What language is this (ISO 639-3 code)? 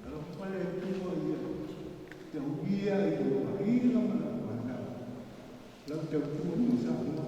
smo